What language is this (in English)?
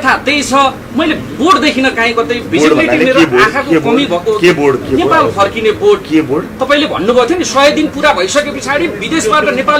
Nepali